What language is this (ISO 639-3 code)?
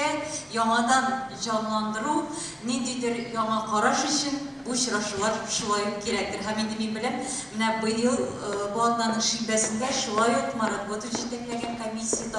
tat